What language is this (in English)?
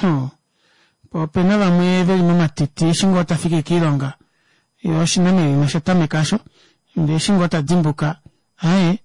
Kuanyama